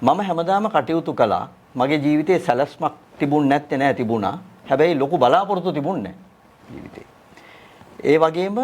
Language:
Sinhala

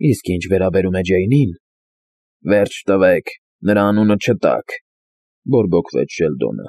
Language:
Armenian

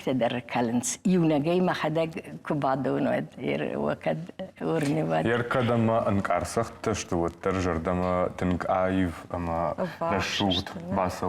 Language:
Ossetic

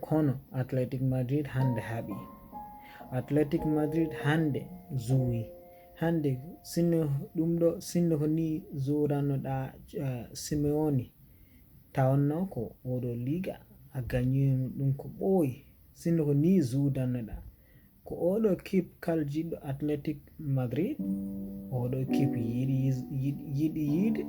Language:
Fula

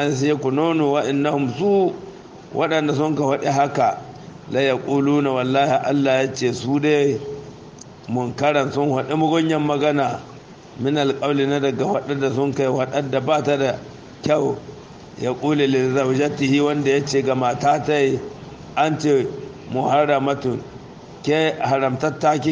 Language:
Hausa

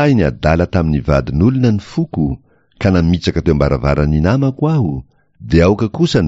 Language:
Malagasy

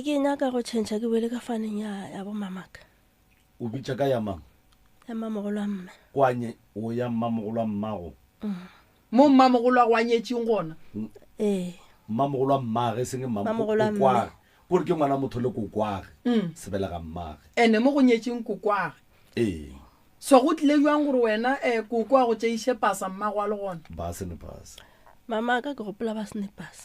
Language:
Northern Sotho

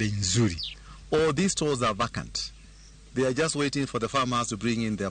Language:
Luo (Kenya and Tanzania)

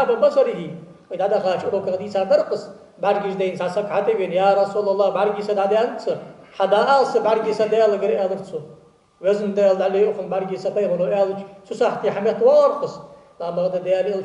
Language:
Ingush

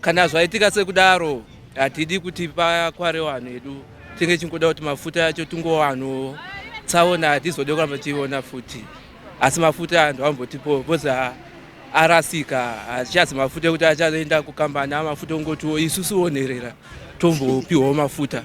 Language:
Shona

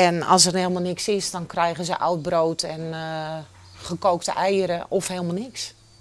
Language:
Western Frisian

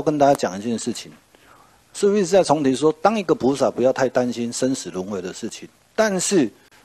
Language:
Chinese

